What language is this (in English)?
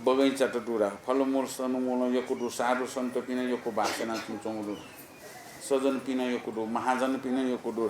Newari